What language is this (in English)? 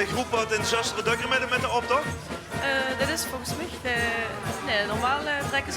Limburgish